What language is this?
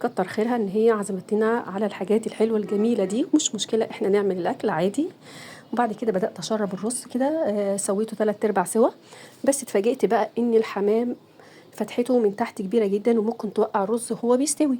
Egyptian Arabic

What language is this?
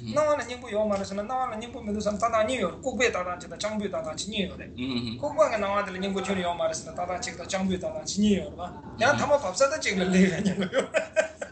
Chinese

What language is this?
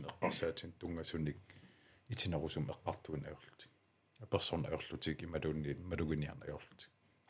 Kalaallisut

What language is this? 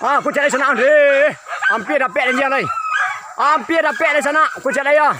Minangkabau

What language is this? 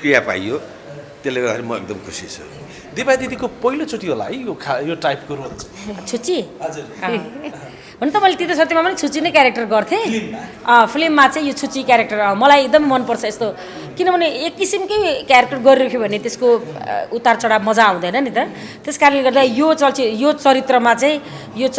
Nepali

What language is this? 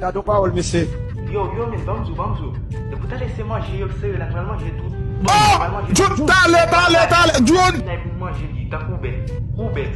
Haitian Creole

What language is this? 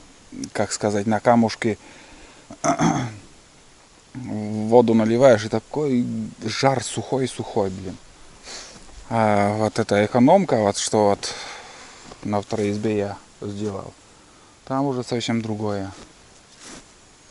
Russian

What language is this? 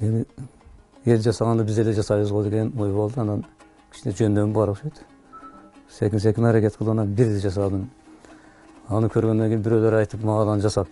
Kyrgyz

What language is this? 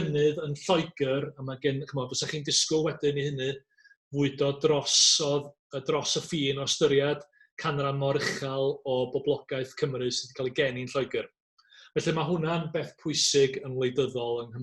Welsh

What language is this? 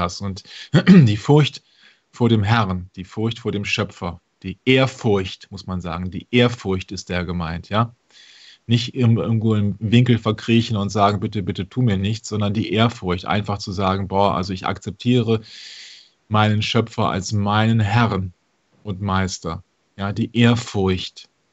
German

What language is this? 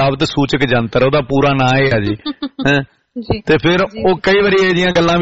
Punjabi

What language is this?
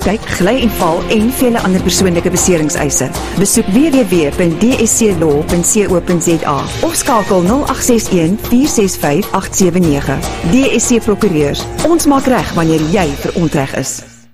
Afrikaans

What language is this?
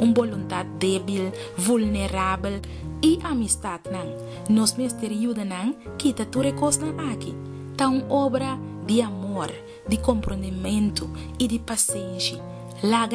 Papiamento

